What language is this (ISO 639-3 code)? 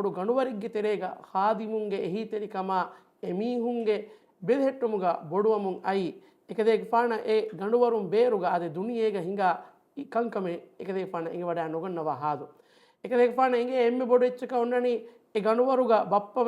div